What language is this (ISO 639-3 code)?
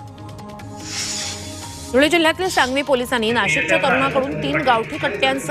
mar